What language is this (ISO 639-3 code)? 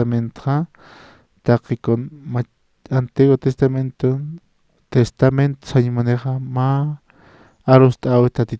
aym